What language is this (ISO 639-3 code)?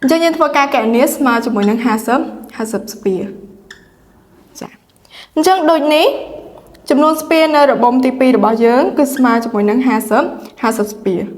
khm